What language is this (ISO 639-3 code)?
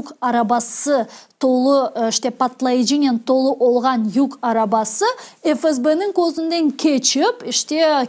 crh